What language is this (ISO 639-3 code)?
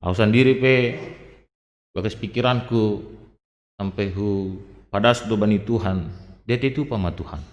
bts